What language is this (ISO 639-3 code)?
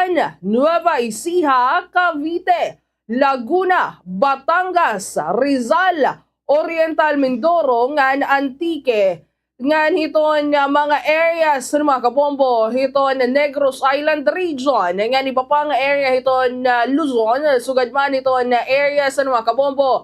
war